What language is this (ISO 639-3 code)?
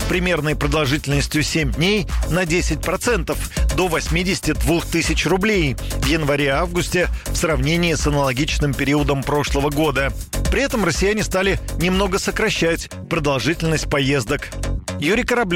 rus